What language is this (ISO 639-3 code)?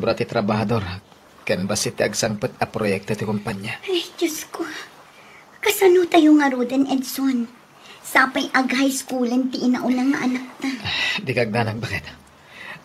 ilo